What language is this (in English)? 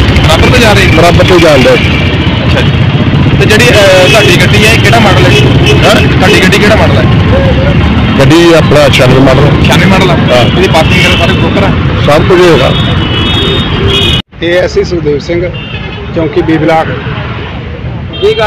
Punjabi